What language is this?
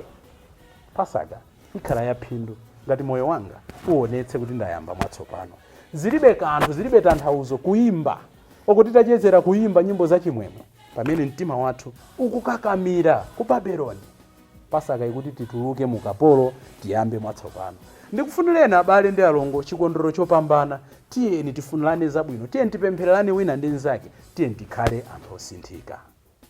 Nyanja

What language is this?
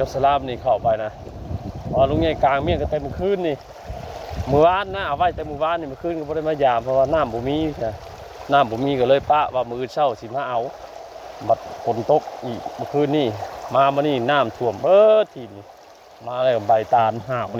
Northeastern Thai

